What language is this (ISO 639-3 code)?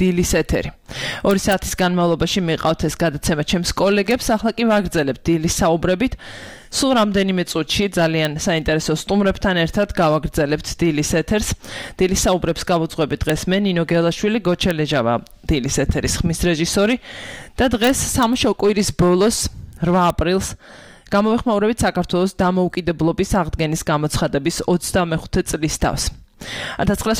kat